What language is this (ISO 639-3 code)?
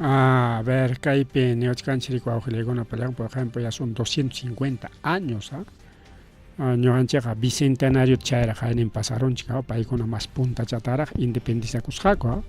quy